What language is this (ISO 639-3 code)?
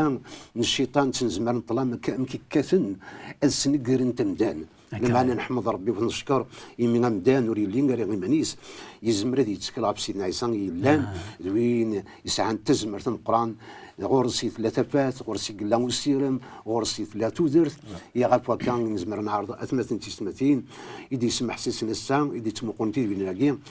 kab